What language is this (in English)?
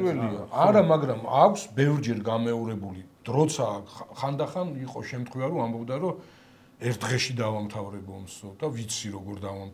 Georgian